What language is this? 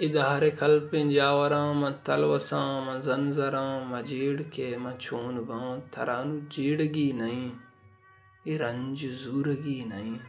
Baluchi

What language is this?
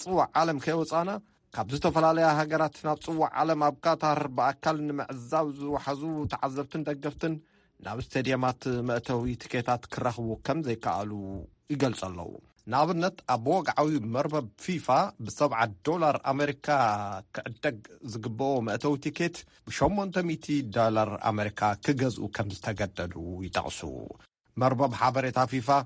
Tigrinya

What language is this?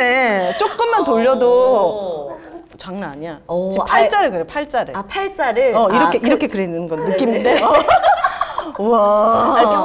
Korean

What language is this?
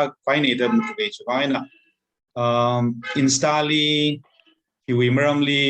Tangkhul Naga (India)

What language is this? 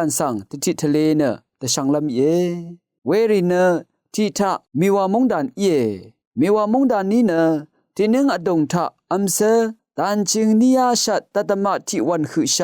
Rawang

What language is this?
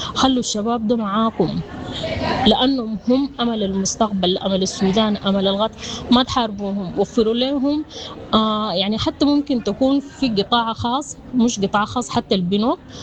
Sudanese Arabic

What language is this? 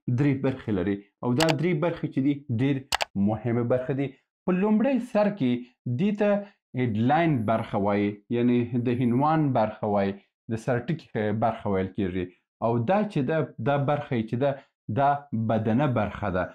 Pashto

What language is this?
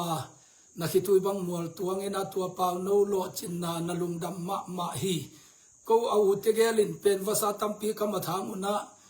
Tedim Chin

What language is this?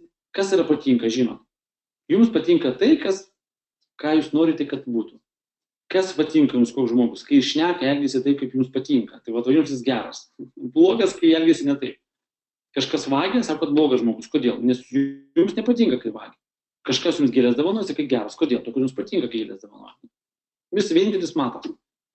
Lithuanian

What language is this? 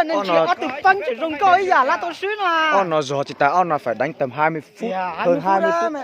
Hmong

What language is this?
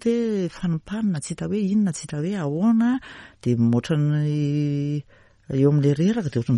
Malagasy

